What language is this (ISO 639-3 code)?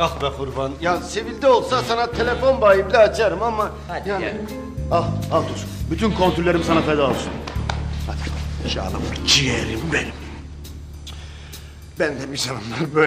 tur